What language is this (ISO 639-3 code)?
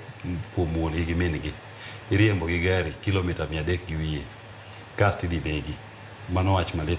luo